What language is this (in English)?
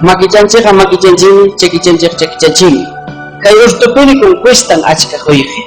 Ayacucho Quechua